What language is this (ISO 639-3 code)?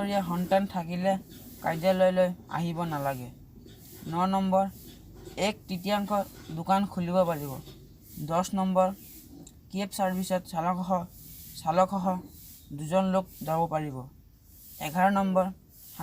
asm